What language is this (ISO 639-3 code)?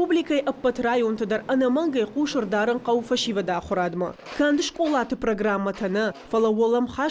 oss